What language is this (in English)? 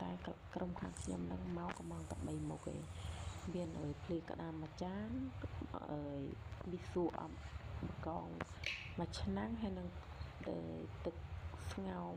Khmer